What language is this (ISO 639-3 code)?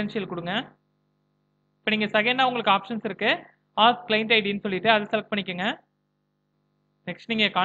tam